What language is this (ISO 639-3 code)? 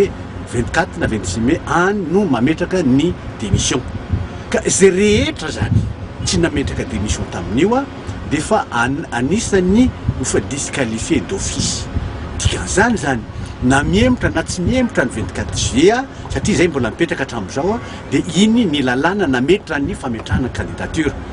mlg